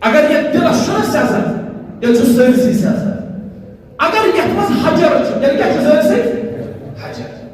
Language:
Kashmiri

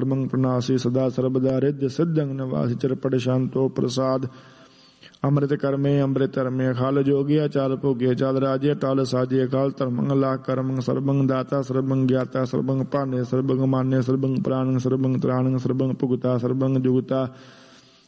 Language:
Punjabi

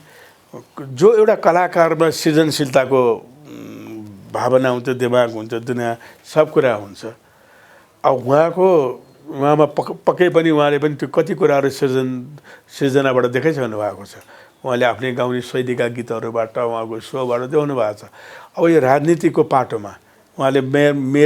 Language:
Nepali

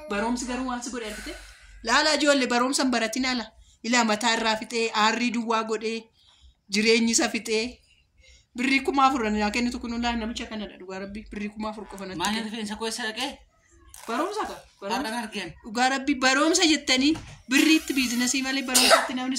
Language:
Oromo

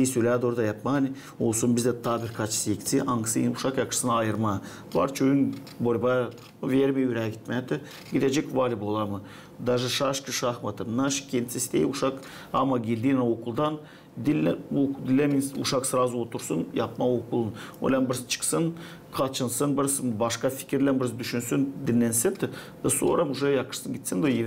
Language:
Gagauz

